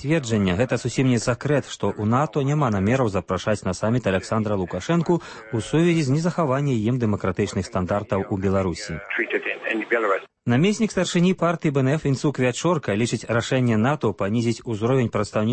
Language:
Belarusian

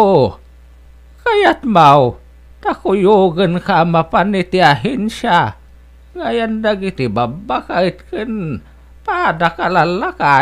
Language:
Iloko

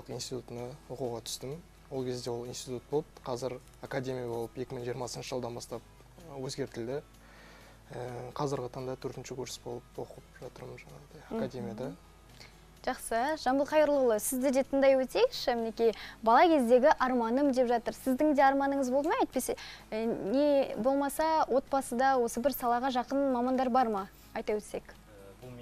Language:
Kazakh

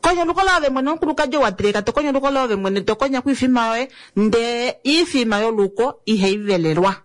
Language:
Kuanyama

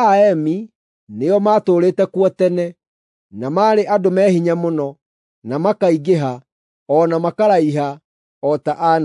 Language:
Kikuyu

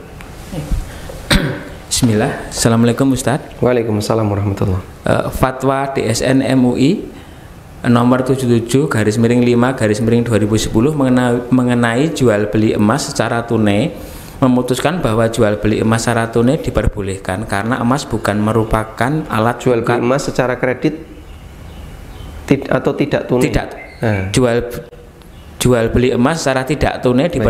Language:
Indonesian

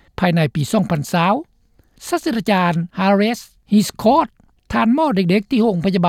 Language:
Lao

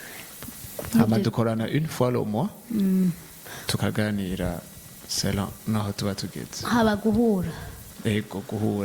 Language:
Rundi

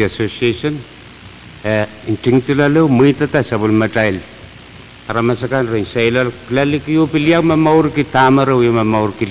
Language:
Pohnpeian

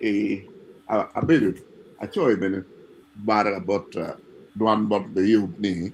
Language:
Acoli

